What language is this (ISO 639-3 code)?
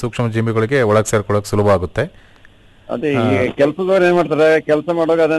kan